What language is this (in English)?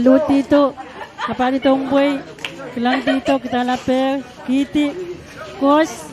Pohnpeian